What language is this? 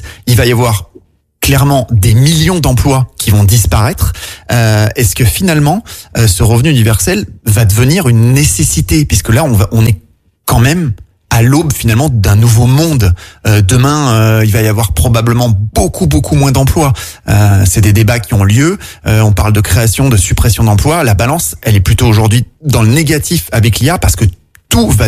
French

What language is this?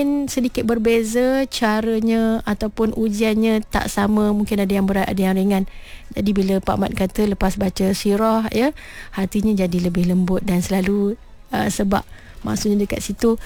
Malay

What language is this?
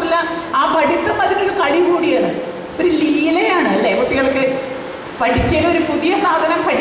Malayalam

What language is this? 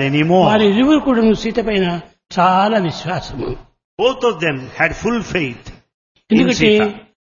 Telugu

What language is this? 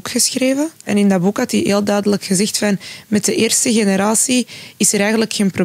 Dutch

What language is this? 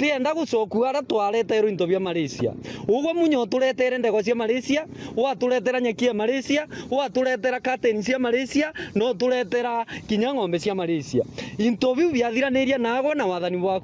Meru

